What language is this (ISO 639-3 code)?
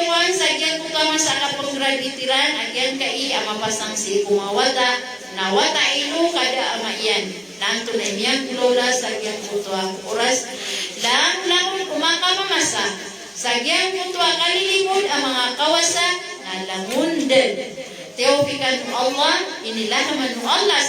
mrw